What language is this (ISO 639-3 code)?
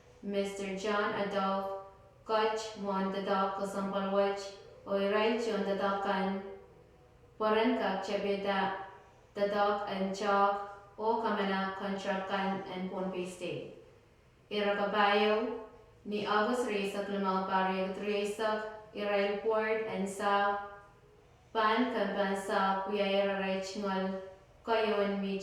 pon